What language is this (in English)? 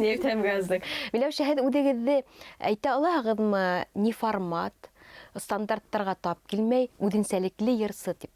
Bashkir